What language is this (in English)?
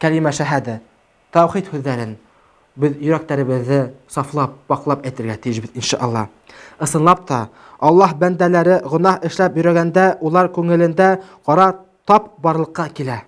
Bashkir